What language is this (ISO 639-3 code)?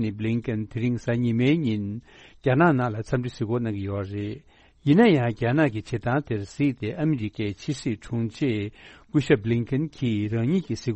bod